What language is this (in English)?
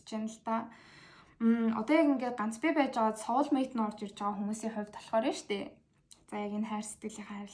Mongolian